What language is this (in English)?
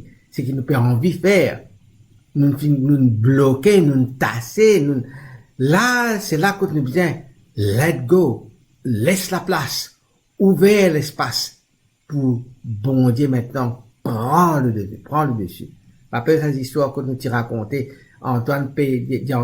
Morisyen